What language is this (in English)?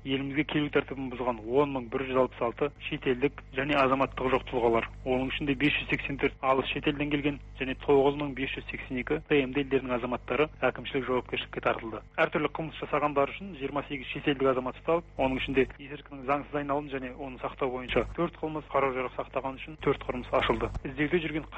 Kazakh